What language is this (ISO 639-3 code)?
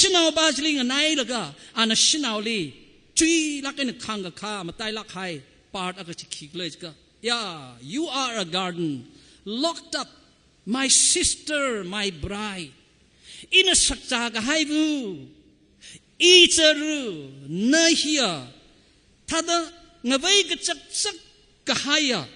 nmf